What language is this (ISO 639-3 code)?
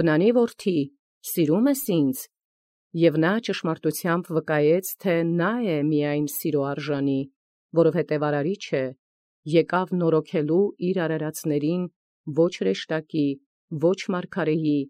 hye